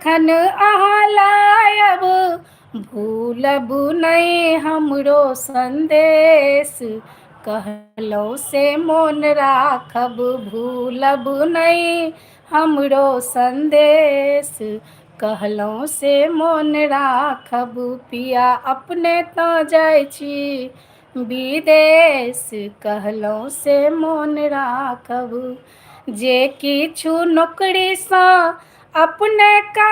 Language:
Maithili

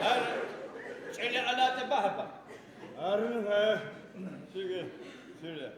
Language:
Adyghe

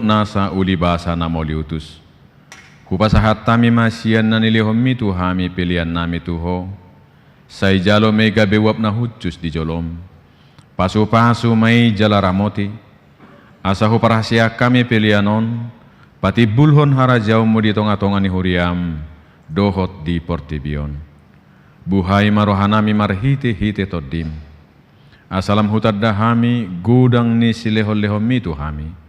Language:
Batak Toba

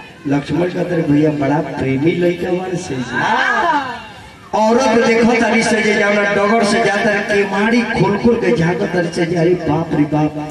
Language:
Bhojpuri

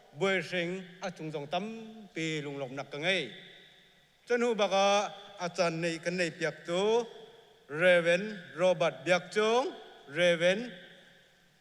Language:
Hakha Chin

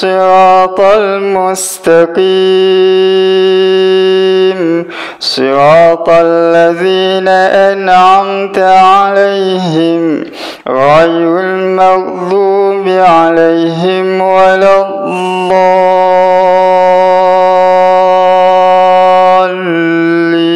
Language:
Malay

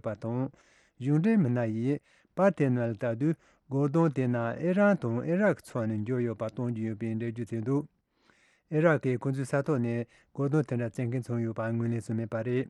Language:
Tibetan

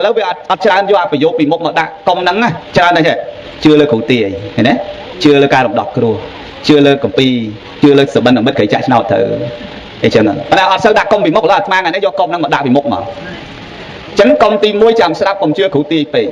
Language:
Khmer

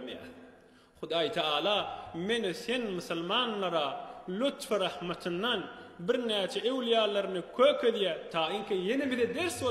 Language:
Turkmen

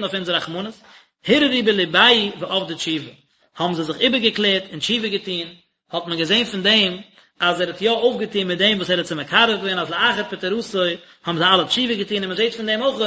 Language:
Yiddish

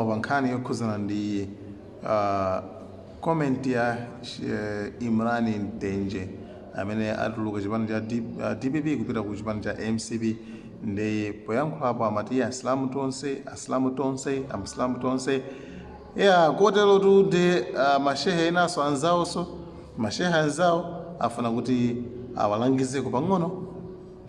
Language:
Nyanja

